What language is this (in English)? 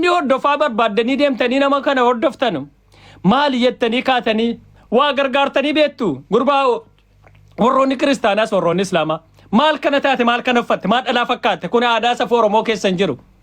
Oromo